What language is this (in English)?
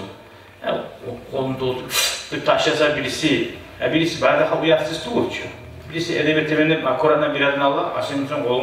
Kumyk